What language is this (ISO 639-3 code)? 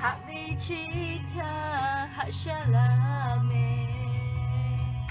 lhu